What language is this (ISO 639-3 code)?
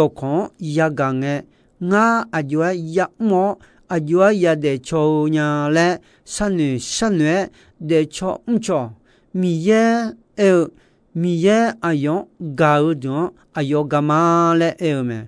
ahk